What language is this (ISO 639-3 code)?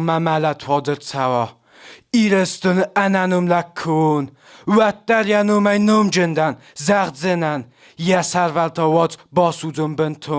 oss